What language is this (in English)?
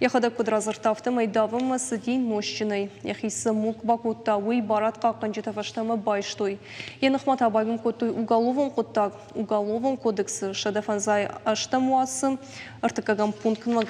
Ossetic